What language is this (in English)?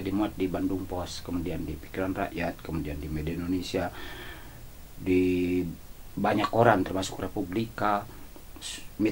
Indonesian